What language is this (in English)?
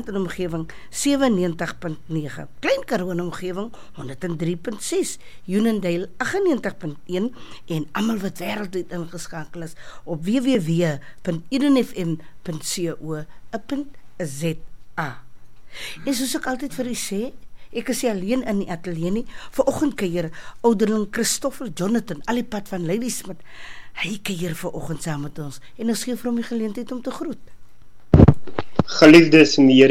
Afrikaans